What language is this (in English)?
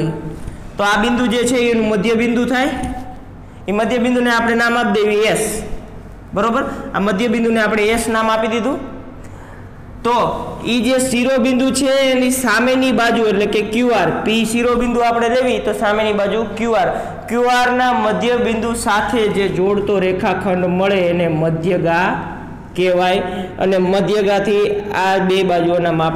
Gujarati